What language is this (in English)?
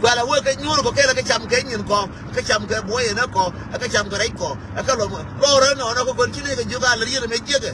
Nuer